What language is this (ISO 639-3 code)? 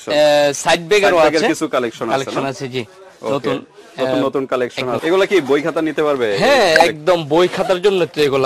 ben